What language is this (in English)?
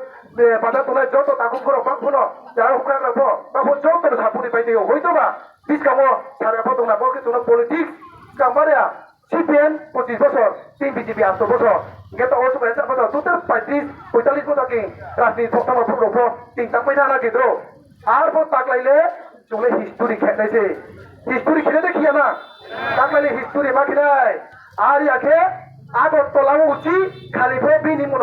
Riang (India)